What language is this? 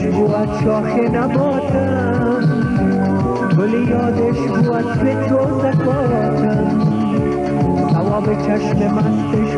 Persian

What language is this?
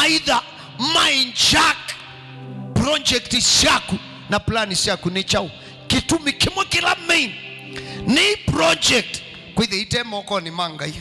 Kamba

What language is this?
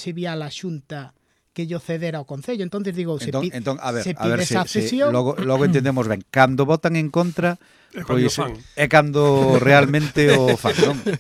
Galician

